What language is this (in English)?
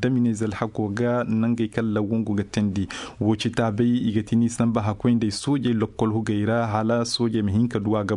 Koyraboro Senni